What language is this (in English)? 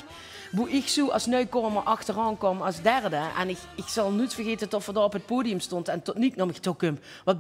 Limburgish